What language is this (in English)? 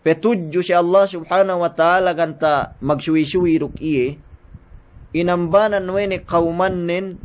Yakan